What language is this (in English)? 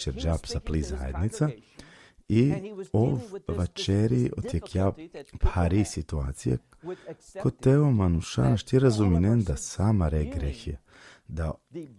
Balkan Romani